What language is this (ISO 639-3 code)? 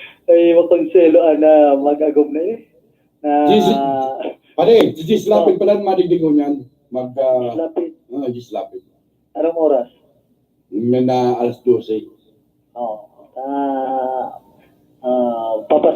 bik